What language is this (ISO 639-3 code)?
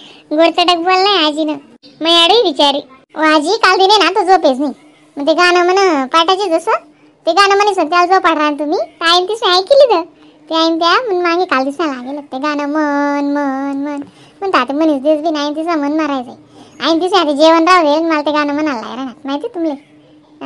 khn